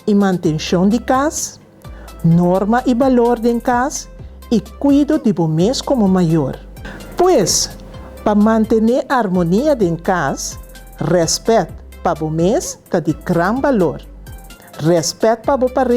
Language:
Papiamento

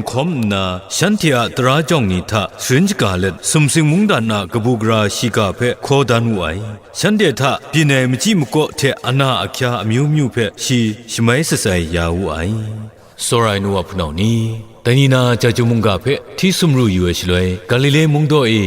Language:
Kachin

